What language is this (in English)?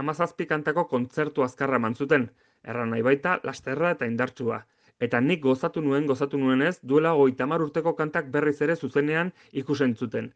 Basque